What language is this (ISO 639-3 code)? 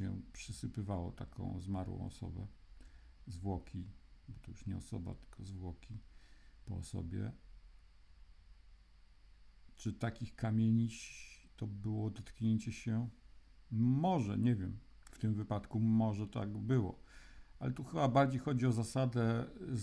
pol